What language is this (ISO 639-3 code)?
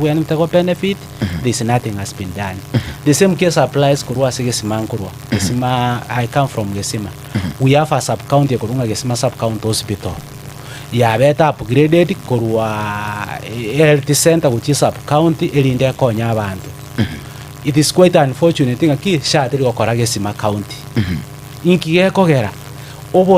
guz